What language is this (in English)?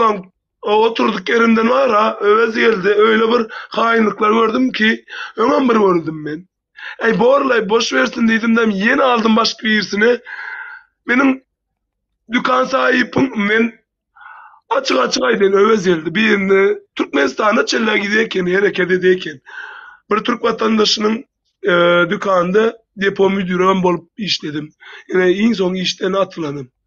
Turkmen